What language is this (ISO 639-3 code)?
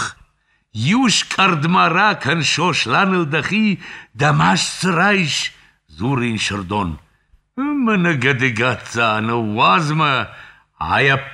oss